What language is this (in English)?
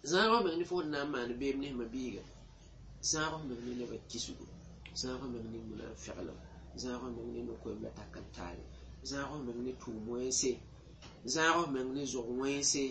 Mossi